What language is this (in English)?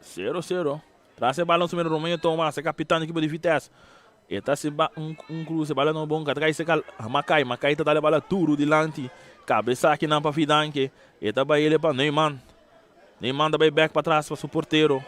Papiamento